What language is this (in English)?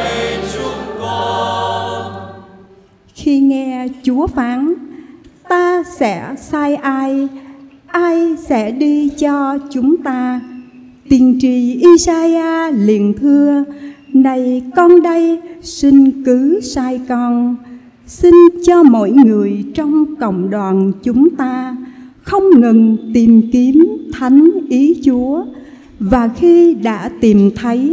Vietnamese